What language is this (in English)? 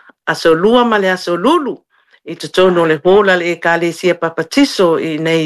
Samoan